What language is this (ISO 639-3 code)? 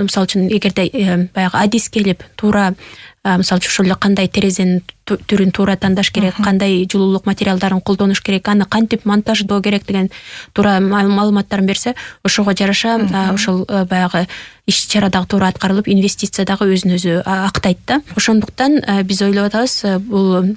kir